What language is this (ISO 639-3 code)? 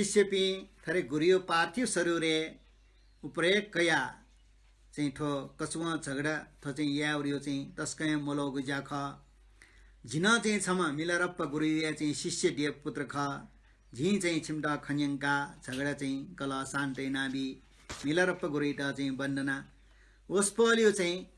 new